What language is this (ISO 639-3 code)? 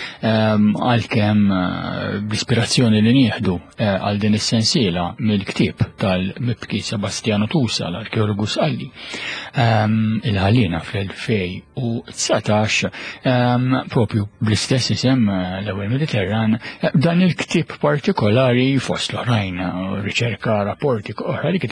mlt